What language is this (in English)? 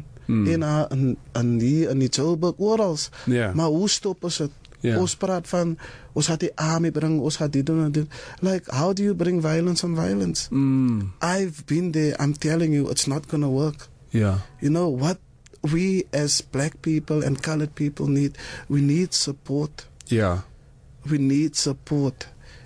Afrikaans